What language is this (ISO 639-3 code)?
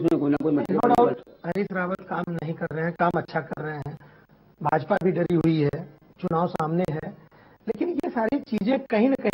hin